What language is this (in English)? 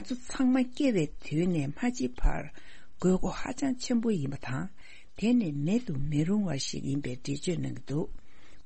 Tibetan